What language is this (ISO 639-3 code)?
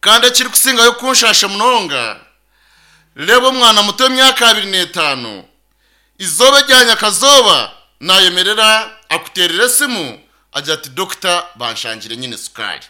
nyn